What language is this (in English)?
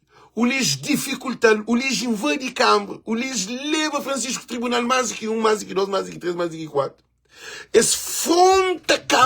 Kabuverdianu